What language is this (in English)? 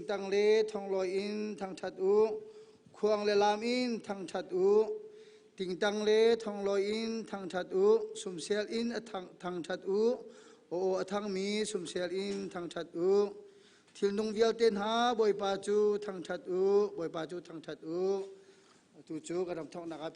Hakha Chin